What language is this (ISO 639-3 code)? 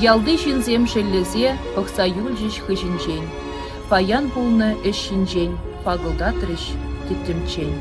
chv